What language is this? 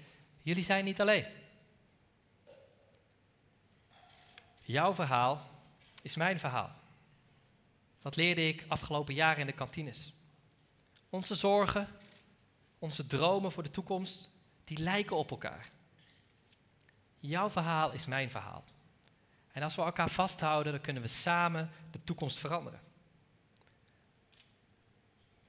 Dutch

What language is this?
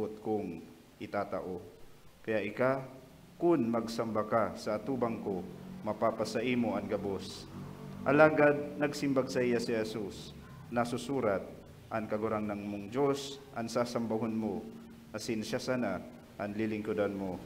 Bikol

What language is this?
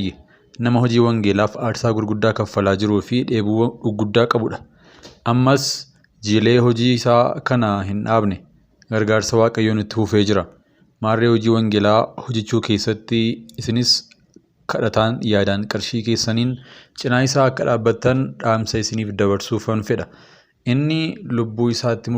Oromo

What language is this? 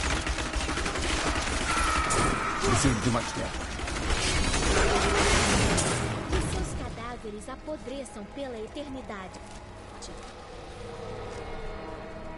Portuguese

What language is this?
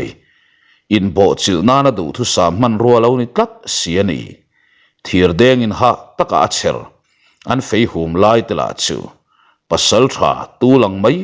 Mizo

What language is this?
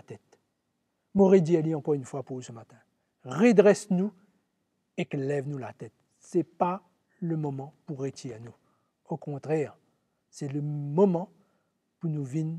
Morisyen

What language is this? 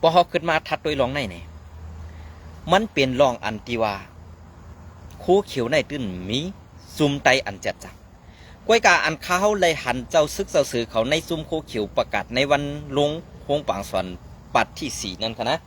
Shan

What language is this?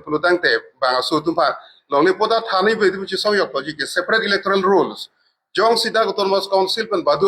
Karbi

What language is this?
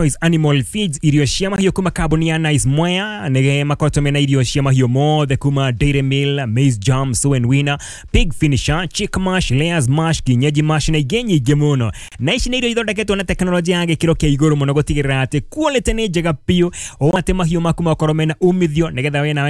Kikuyu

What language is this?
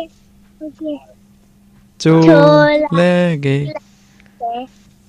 Punjabi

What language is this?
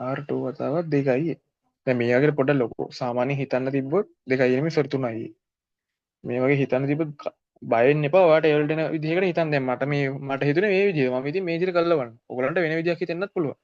Sinhala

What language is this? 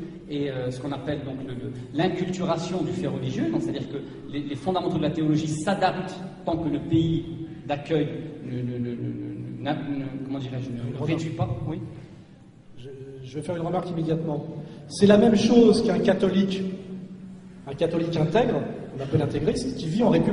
French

